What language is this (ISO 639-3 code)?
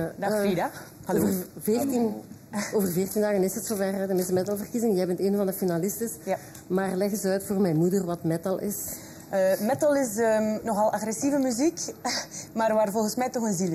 nld